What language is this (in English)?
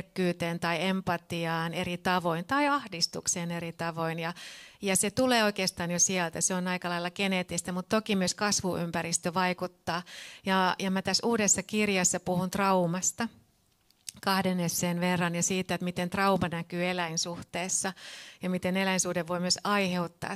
Finnish